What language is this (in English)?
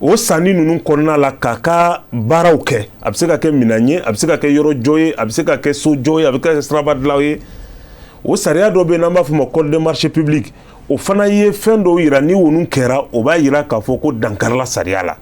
Bambara